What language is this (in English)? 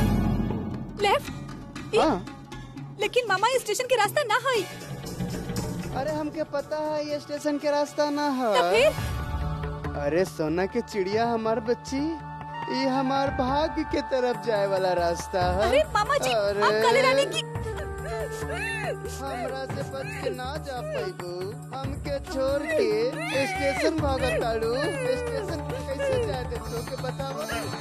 Bhojpuri